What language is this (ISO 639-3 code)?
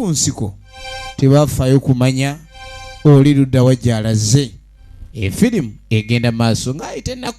xog